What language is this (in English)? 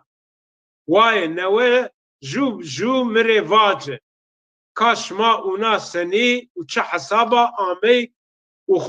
Zaza